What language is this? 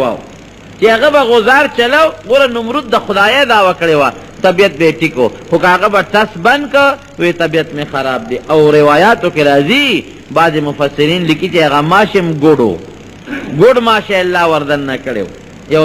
Pashto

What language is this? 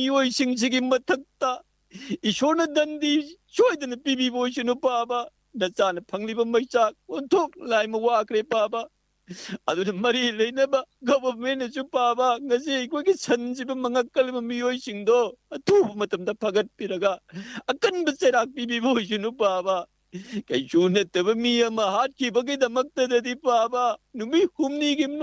Manipuri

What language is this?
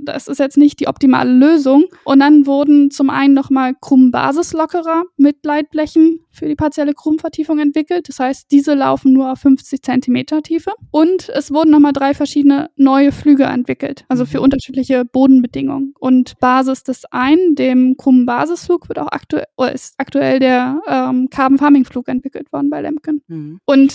German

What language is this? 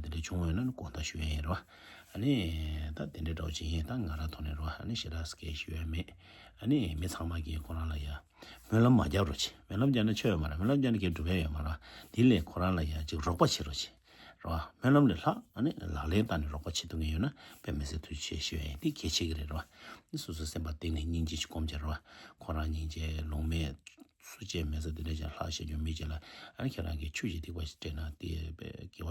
Tibetan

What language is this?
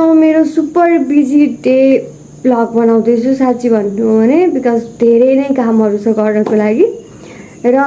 Nepali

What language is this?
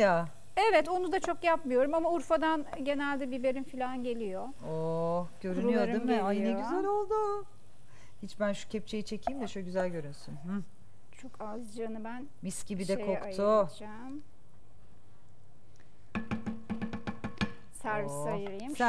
Turkish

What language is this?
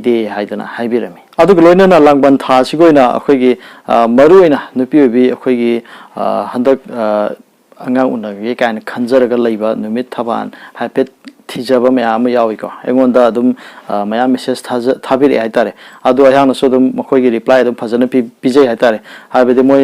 Manipuri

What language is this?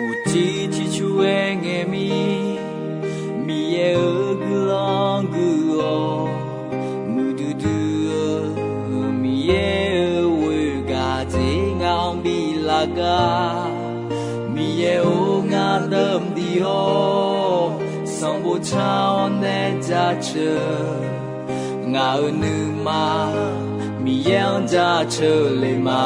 Akha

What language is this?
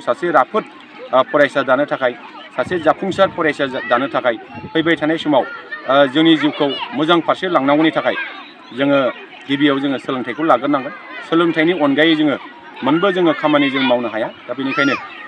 Bodo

